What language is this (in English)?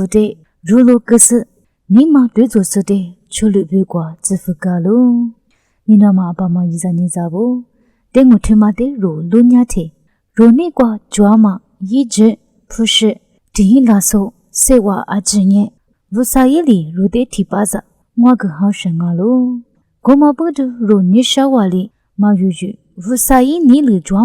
Lisu